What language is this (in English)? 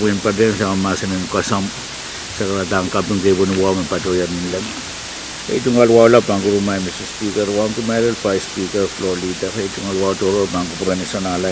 Pohnpeian